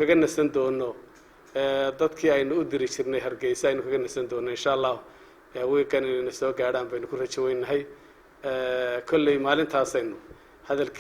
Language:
Somali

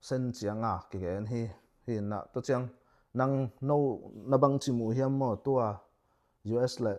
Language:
Tedim Chin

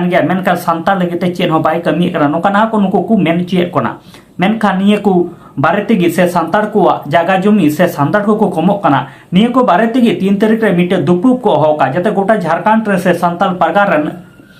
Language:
Santali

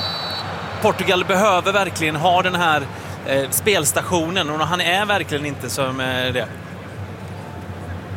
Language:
Swedish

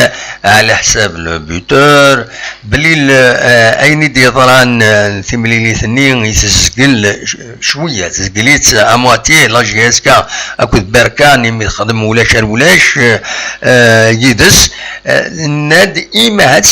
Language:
Kabyle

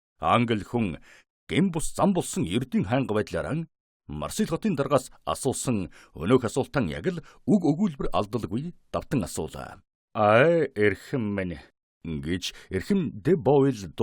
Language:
Mongolian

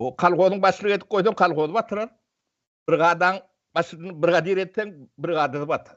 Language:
Turkmen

